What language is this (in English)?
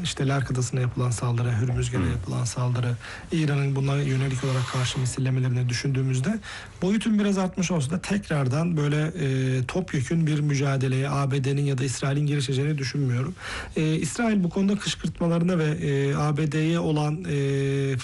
Turkish